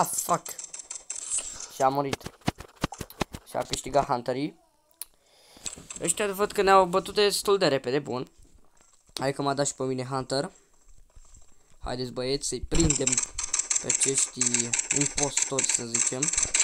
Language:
Romanian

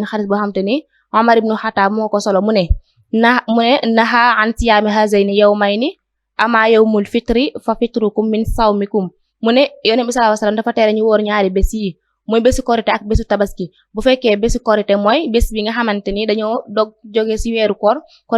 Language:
Wolof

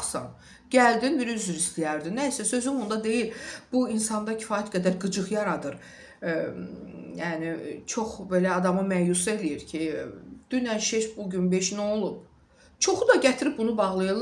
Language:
Azerbaijani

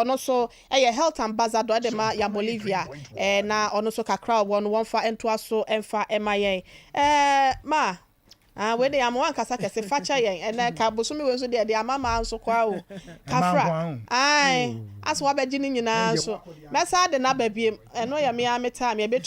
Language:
Akan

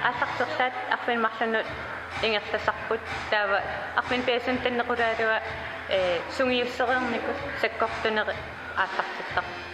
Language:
Kalaallisut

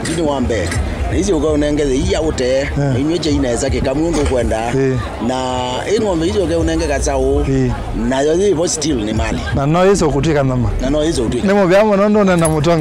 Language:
Kamba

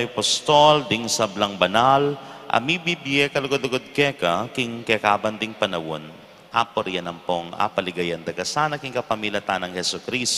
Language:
Pampanga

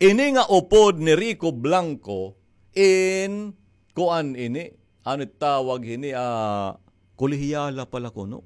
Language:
Waray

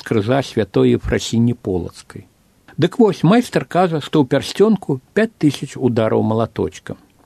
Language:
Belarusian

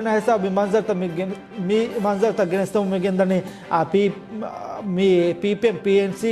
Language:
Divehi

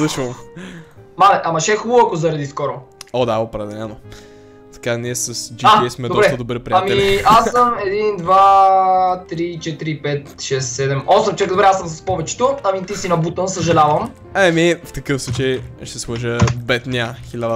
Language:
Bulgarian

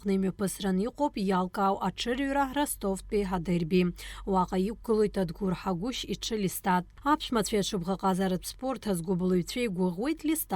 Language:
Abkhazian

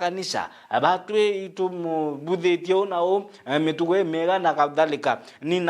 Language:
Meru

